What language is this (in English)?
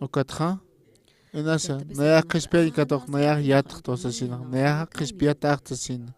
Aymara